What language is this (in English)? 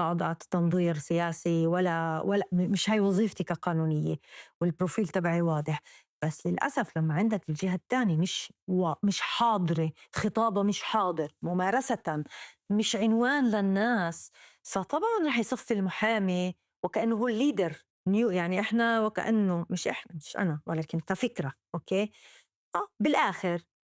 North Levantine Arabic